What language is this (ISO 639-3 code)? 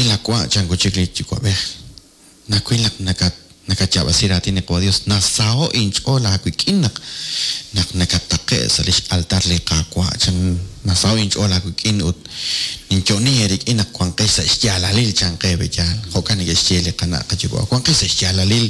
kek